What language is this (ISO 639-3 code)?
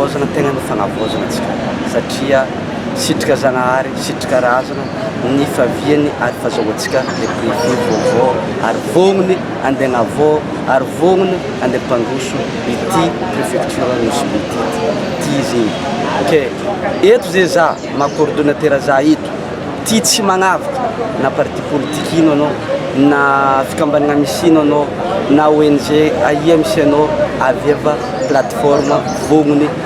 mlg